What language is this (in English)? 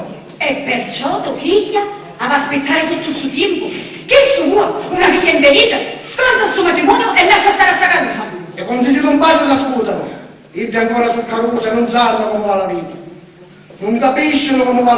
Sicilian